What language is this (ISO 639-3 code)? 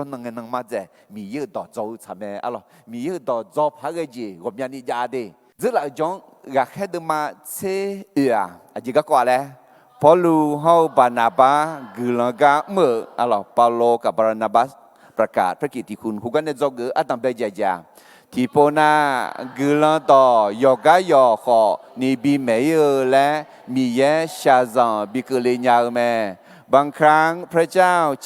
ahk